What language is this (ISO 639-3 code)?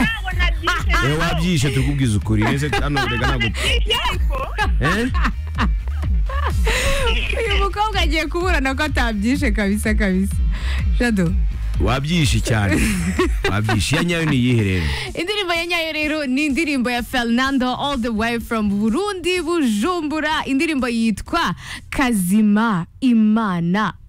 kin